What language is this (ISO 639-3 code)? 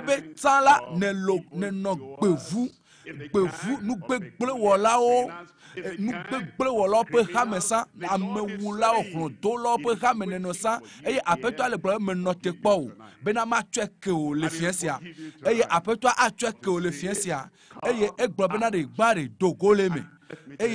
ewe